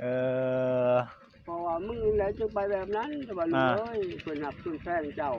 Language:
Northeastern Thai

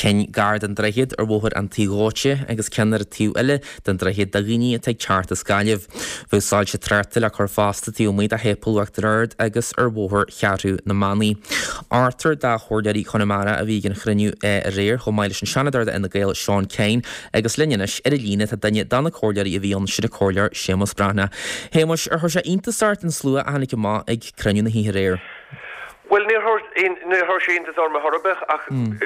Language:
Irish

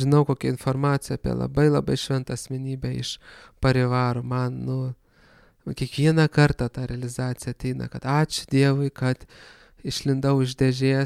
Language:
Lithuanian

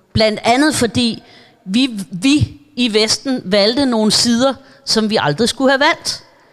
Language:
Danish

